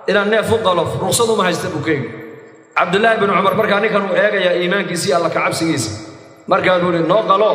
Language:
Somali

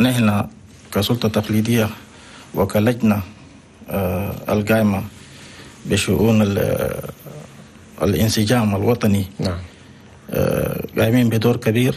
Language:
Chadian Arabic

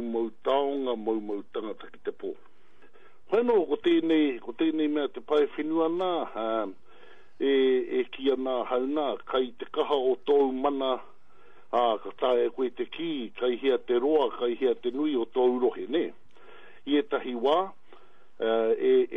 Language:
Māori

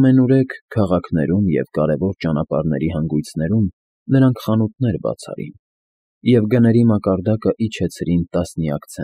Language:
Armenian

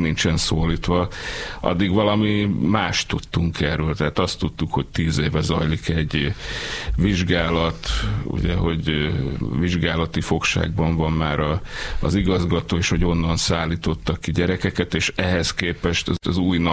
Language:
Hungarian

